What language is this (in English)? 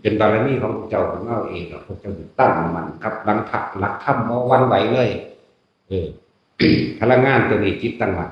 Northeastern Thai